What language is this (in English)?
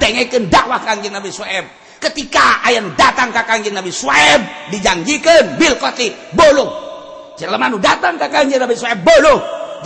Sundanese